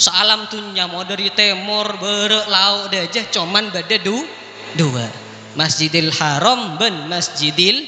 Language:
Madurese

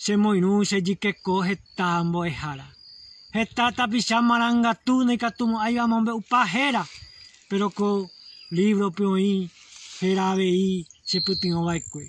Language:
Guarani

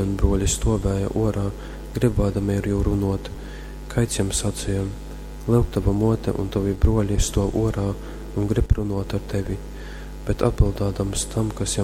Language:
Latgalian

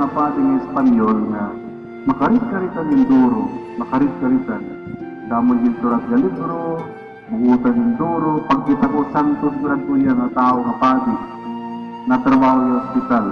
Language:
Waray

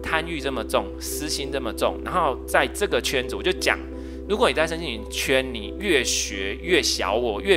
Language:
Chinese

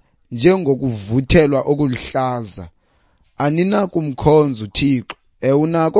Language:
Xhosa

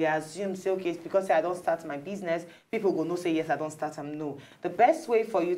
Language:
Nigerian Pidgin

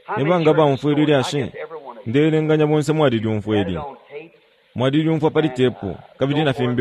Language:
Bemba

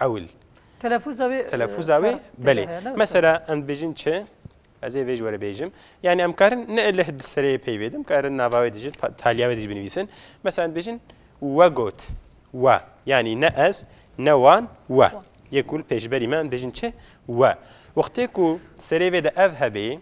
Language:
Kurdish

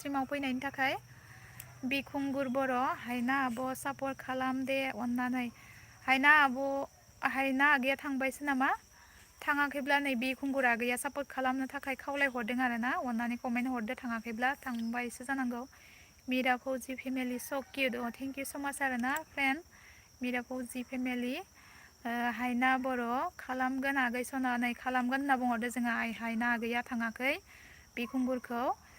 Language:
Bodo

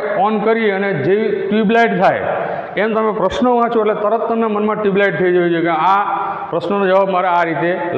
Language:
Gujarati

